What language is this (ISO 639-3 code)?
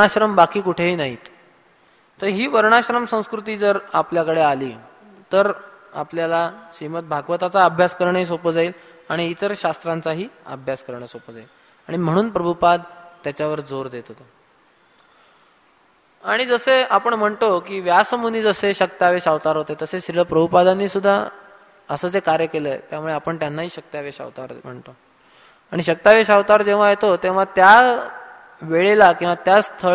mar